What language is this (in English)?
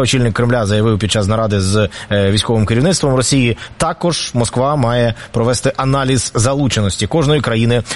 Ukrainian